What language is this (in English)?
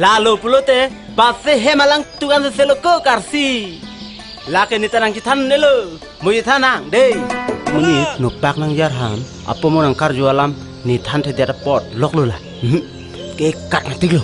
Karbi